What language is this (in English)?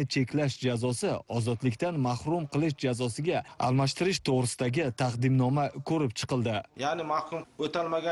Uzbek